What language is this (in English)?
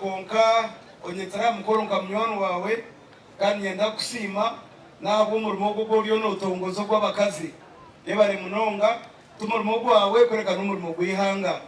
Nyankole